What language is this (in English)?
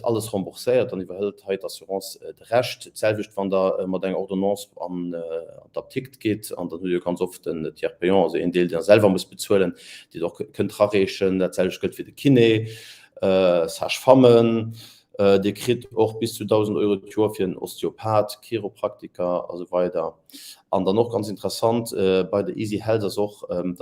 Luxembourgish